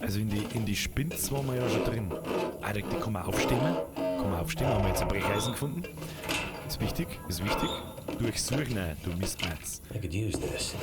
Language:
Bavarian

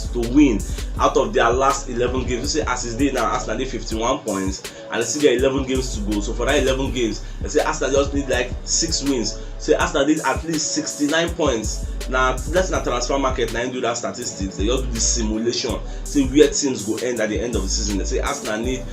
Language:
Nigerian Pidgin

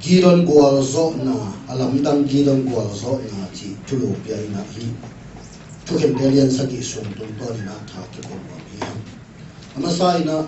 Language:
Tedim Chin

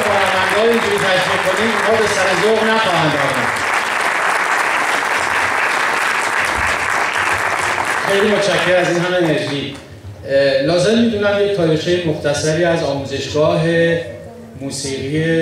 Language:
Persian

